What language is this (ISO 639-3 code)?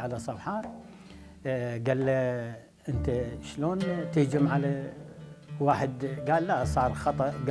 acm